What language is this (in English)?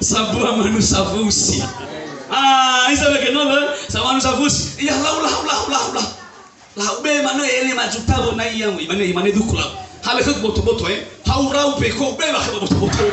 Nias